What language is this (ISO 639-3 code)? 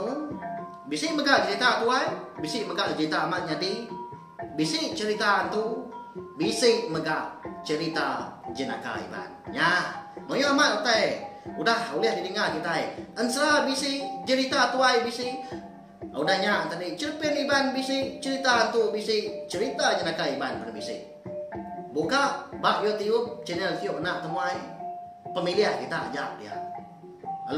iba